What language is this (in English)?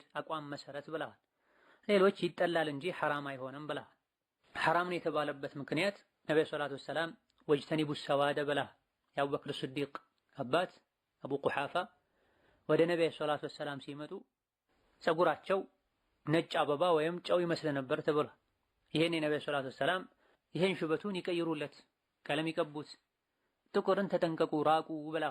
Amharic